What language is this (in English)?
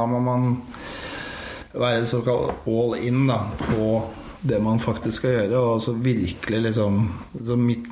Norwegian